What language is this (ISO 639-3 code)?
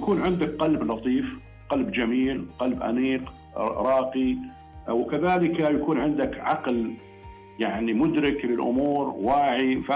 ars